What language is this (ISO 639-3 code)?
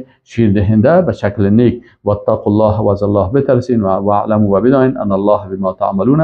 fas